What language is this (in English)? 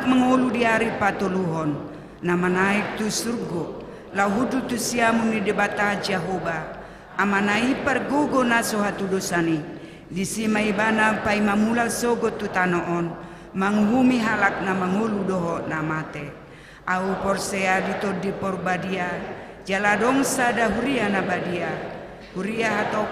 Batak Toba